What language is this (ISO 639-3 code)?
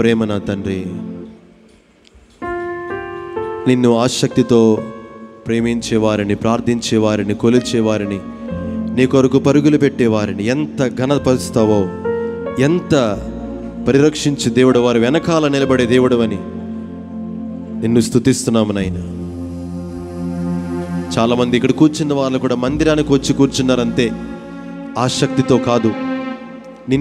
tel